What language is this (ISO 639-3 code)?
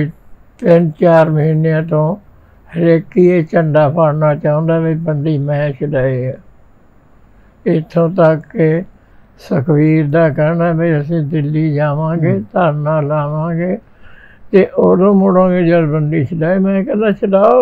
pan